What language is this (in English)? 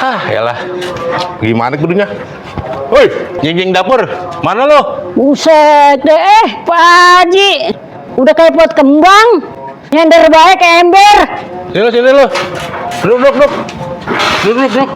Betawi